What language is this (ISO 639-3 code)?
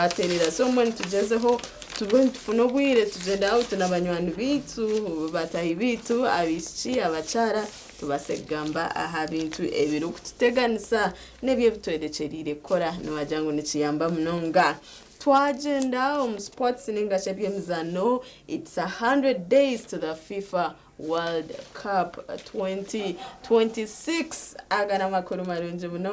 nyn